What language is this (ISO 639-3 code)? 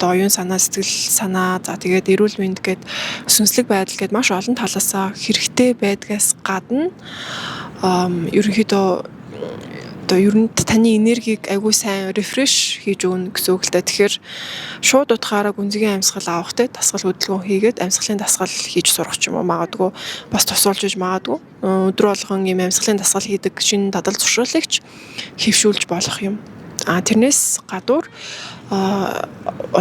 mon